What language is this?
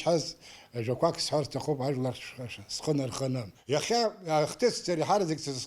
Abkhazian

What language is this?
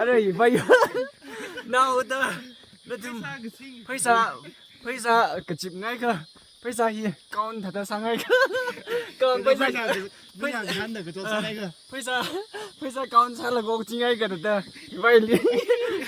Tangkhul Naga (India)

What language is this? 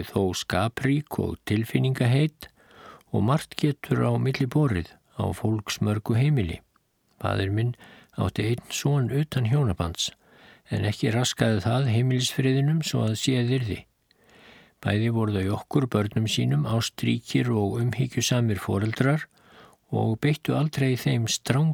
Icelandic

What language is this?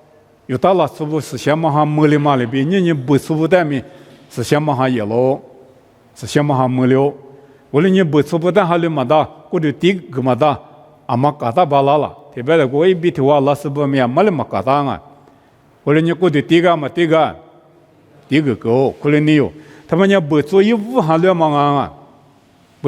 Lisu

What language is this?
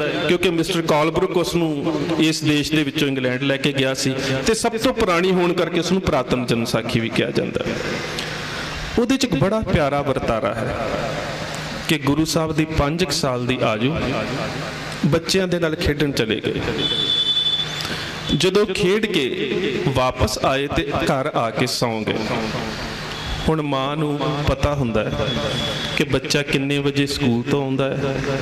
Punjabi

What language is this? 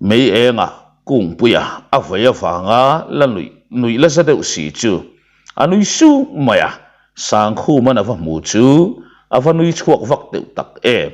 Mizo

